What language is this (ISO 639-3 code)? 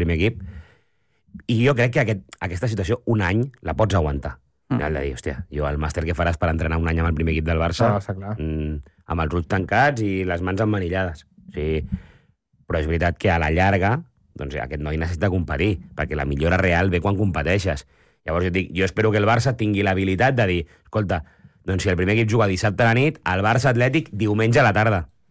cat